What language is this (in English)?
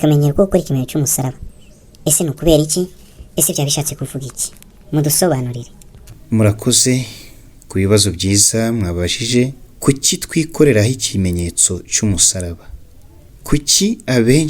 Kinyarwanda